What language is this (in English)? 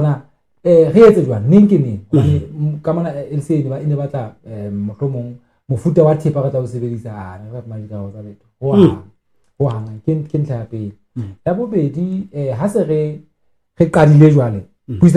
Southern Sotho